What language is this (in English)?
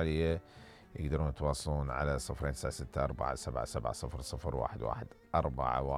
Mesopotamian Arabic